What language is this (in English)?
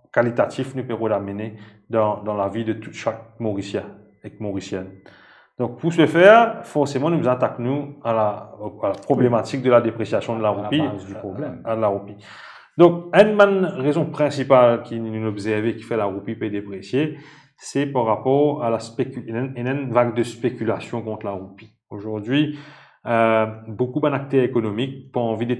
Morisyen